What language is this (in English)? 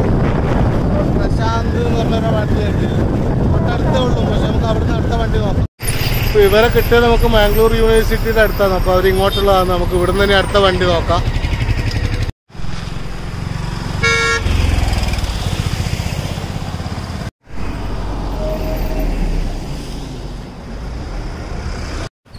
Malayalam